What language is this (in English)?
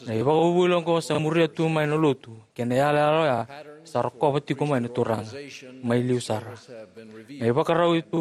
Fijian